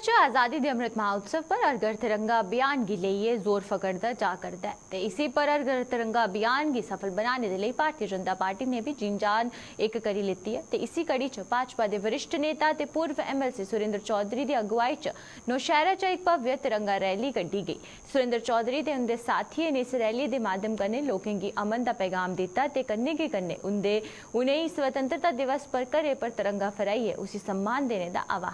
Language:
Dogri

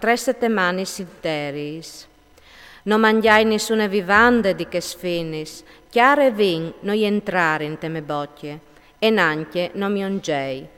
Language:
Friulian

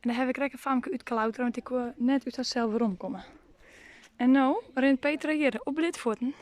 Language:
Western Frisian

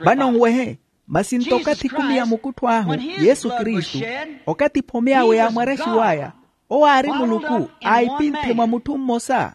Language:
Makhuwa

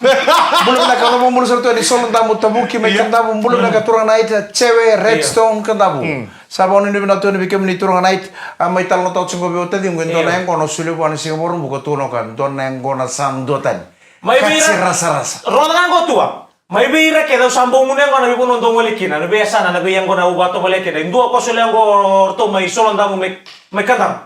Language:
Fijian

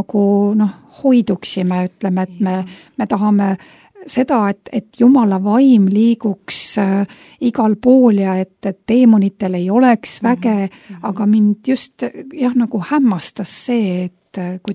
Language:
Estonian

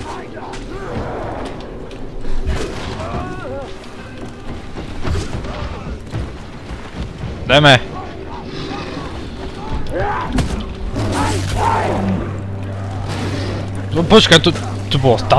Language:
Slovak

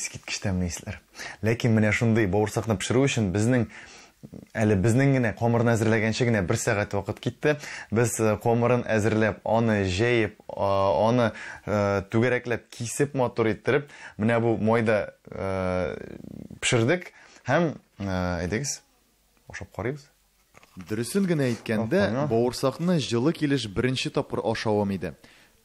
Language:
Tatar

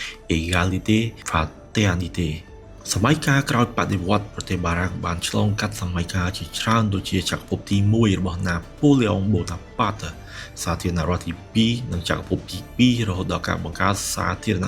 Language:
Khmer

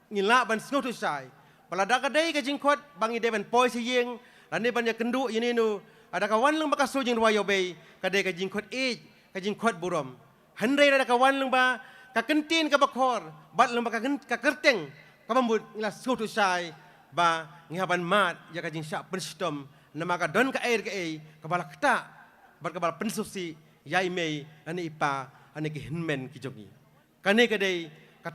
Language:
Khasi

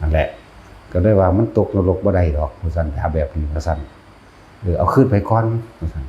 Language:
Northeastern Thai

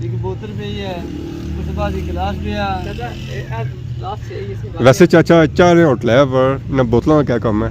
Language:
Pahari-Potwari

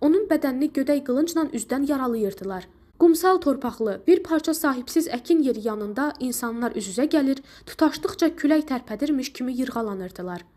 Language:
Azerbaijani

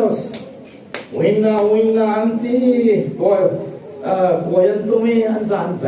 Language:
Falam Chin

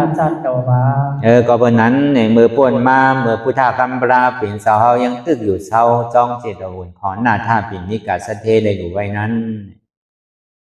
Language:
Shan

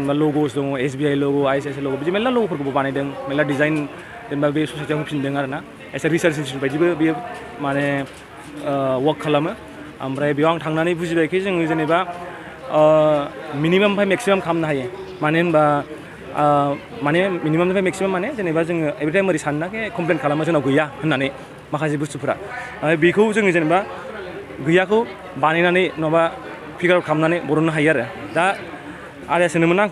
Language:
Bodo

